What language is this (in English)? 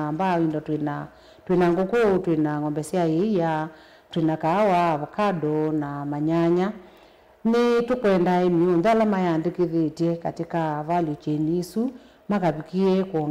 Kamba